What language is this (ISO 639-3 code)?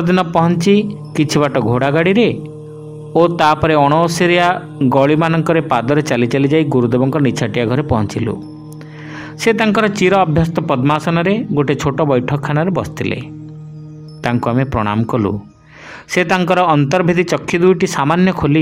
ori